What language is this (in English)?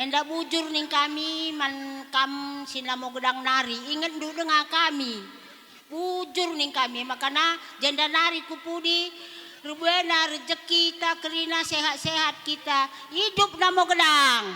Batak Karo